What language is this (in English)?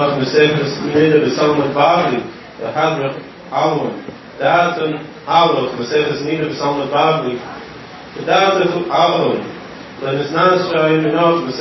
Yiddish